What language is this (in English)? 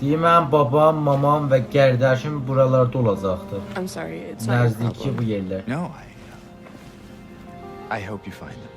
South Azerbaijani